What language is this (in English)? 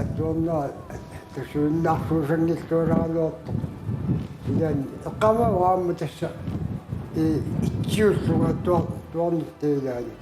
Kalaallisut